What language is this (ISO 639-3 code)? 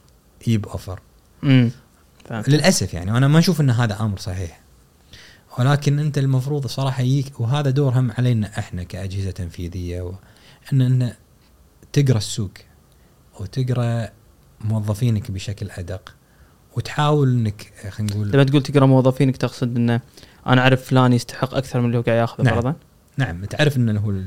afb